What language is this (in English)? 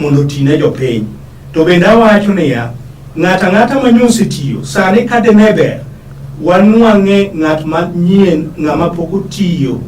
Luo (Kenya and Tanzania)